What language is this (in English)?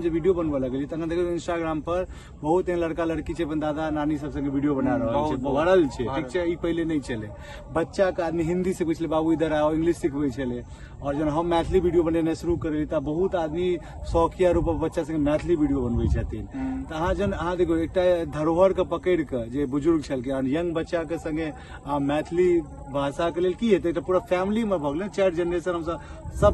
Maithili